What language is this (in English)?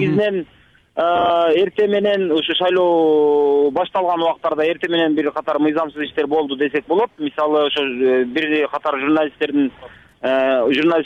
Kyrgyz